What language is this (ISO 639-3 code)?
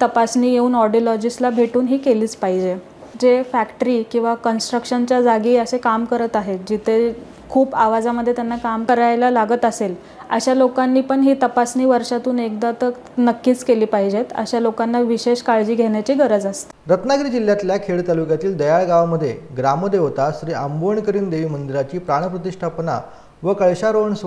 mar